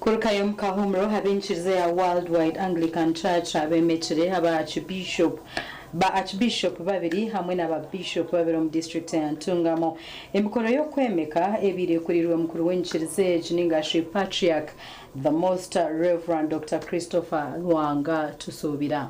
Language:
Nyankole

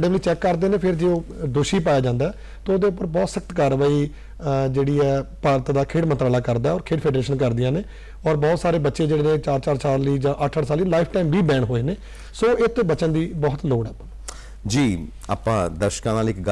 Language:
Punjabi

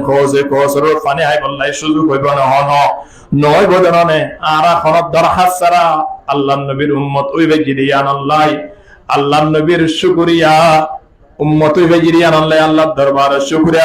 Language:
Rohingya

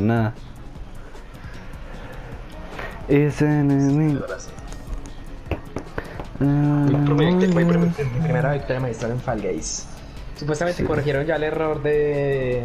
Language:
Spanish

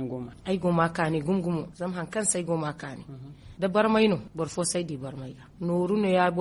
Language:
Zarma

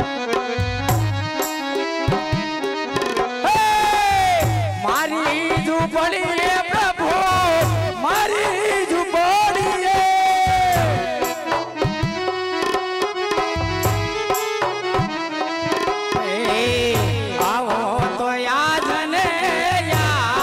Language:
Gujarati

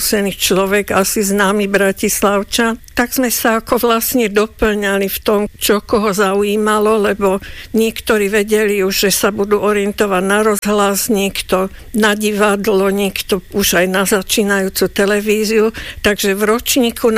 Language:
Slovak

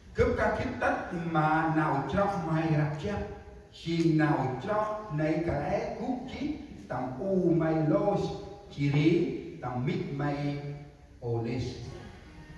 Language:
Central Mnong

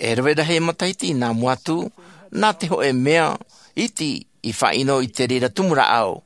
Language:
Tahitian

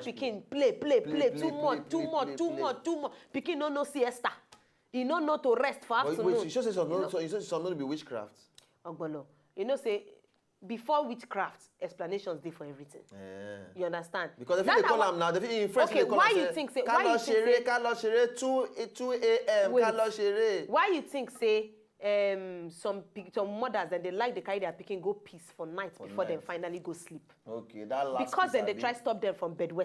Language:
Nigerian Pidgin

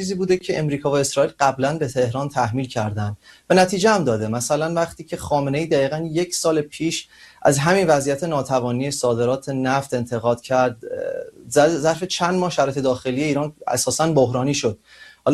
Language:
Persian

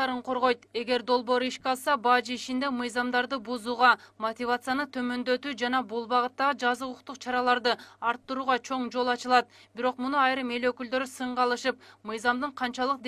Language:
Kyrgyz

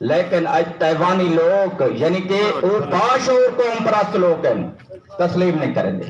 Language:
Saraiki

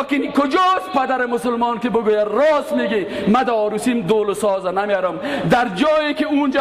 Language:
Persian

